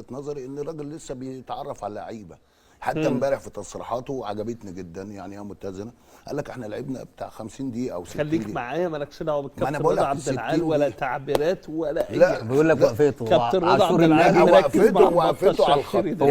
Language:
Egyptian Arabic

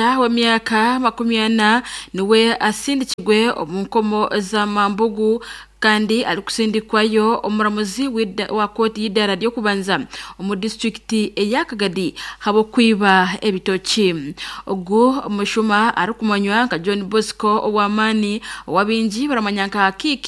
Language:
Nyankole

